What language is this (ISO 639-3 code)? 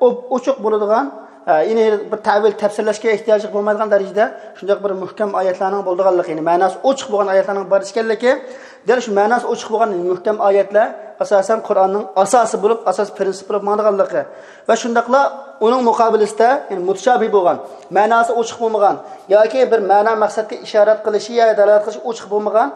uig